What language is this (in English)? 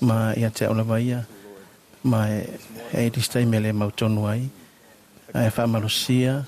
Samoan